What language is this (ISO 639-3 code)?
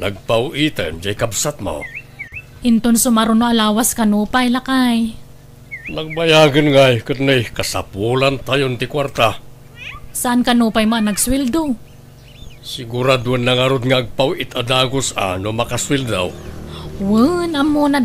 ilo